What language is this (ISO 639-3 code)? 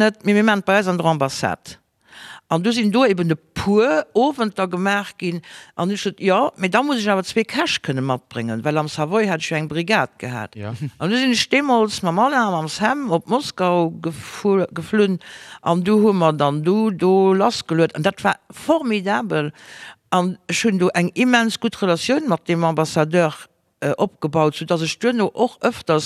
ltz